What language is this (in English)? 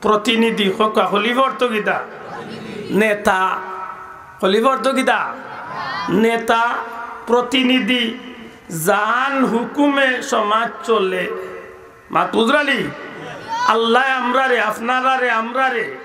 Sylheti